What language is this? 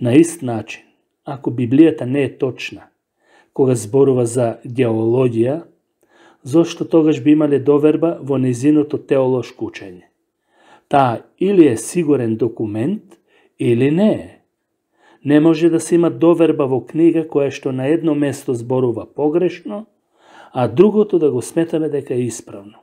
Macedonian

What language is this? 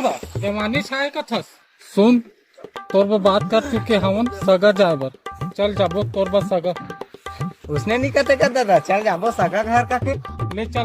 Chhattisgarhi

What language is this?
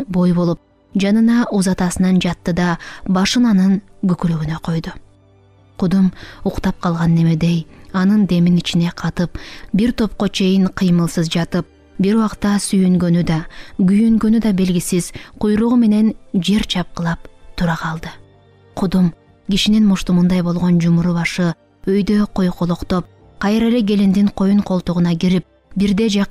Kyrgyz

